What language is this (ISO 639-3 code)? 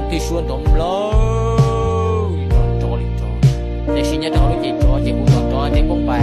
hmn